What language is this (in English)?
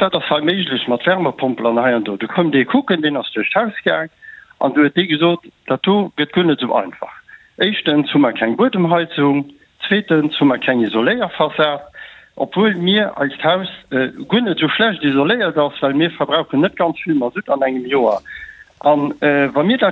Luxembourgish